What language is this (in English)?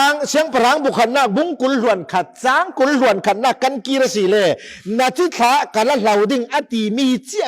Falam Chin